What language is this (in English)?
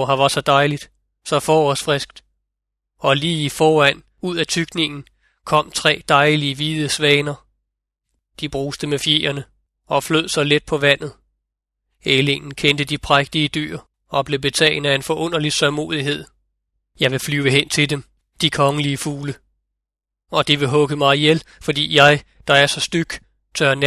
Danish